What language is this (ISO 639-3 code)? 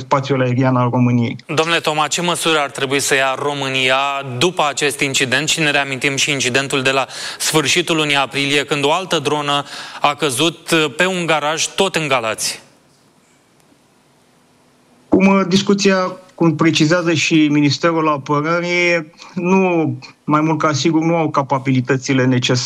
ron